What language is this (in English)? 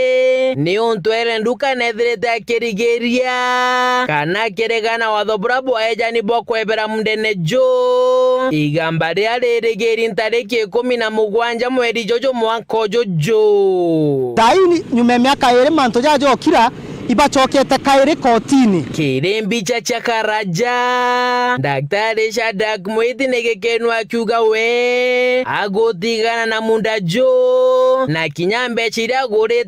Meru